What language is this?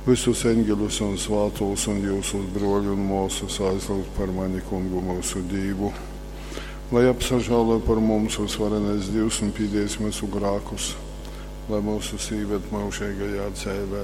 Latgalian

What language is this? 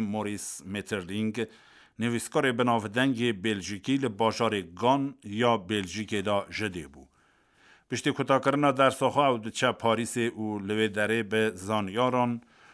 Kurdish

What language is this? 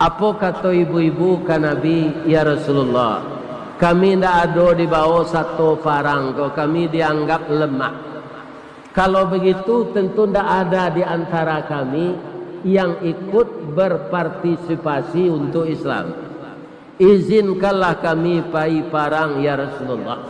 Minangkabau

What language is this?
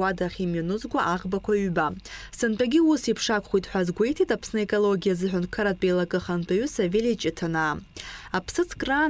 Abkhazian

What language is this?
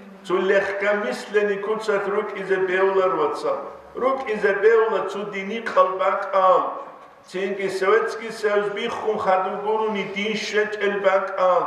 Avaric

